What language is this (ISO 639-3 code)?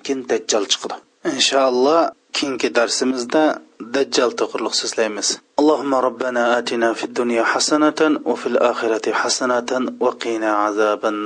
uig